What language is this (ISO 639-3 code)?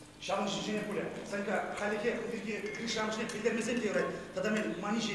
chv